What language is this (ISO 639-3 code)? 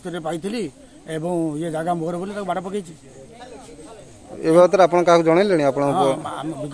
ori